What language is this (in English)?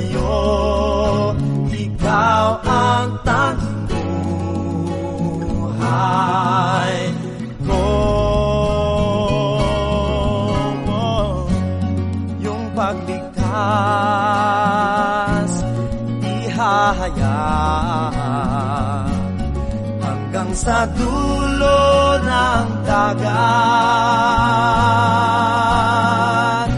Filipino